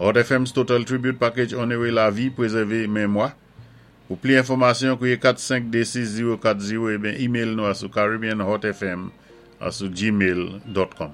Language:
Saint Lucian Creole French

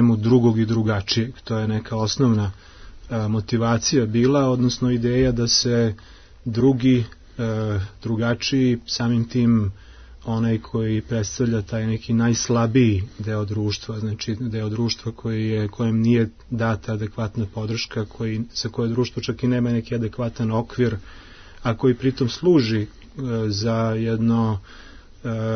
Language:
Serbian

